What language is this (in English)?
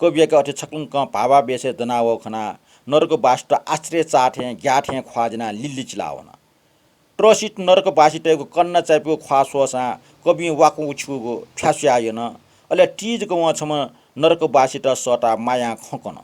Newari